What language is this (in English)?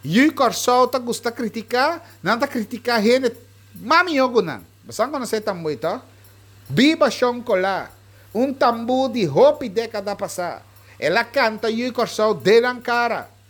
Papiamento